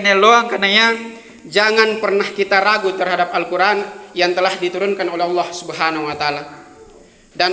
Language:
Makasar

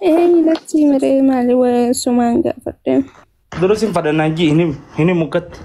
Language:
Oromo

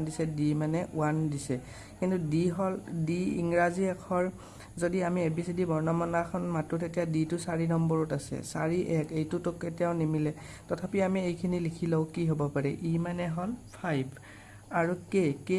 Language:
Assamese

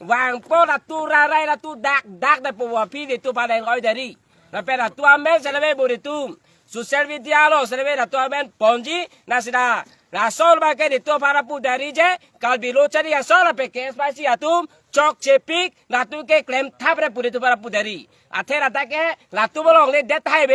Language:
Karbi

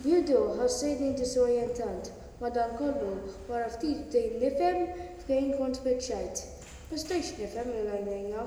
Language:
Maltese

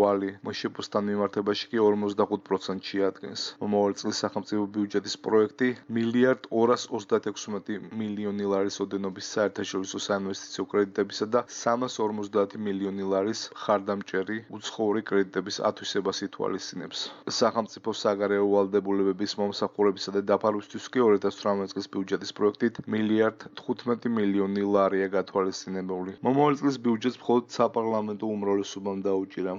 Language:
Georgian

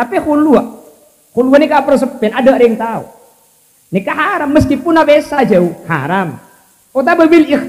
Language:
Madurese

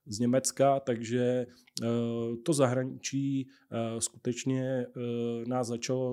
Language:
Czech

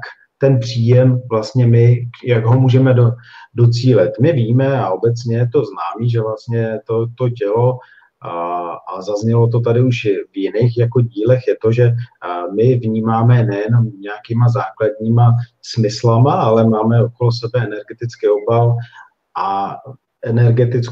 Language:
Czech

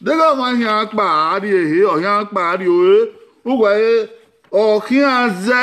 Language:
Bini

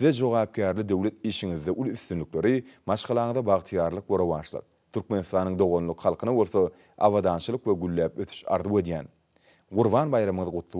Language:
Turkmen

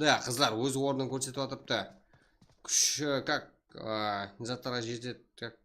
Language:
Kara-Kalpak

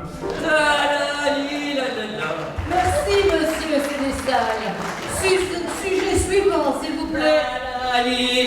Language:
Picard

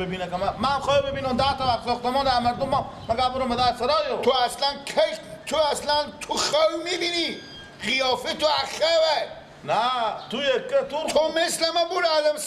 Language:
Persian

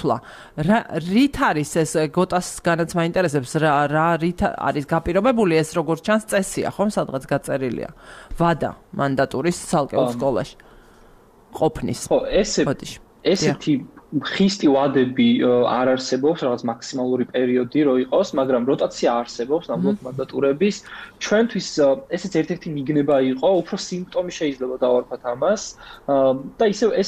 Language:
Georgian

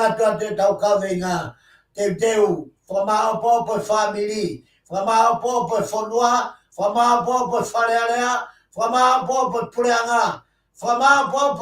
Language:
Tongan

